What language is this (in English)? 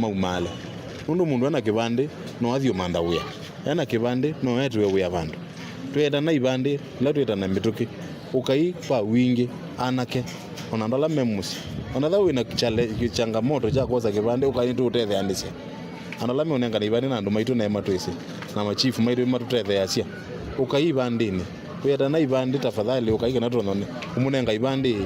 Kamba